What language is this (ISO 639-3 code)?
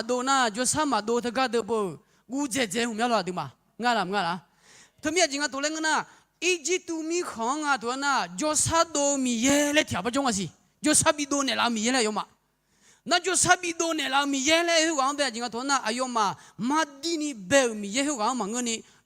ahk